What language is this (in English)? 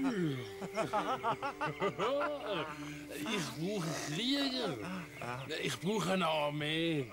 Swiss German